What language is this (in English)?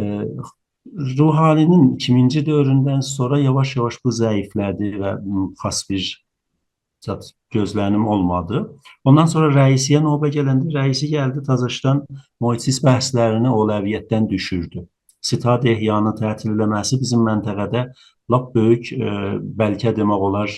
South Azerbaijani